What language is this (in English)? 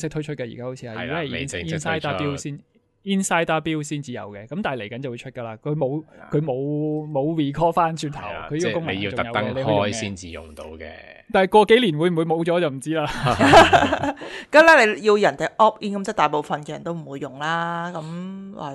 Cantonese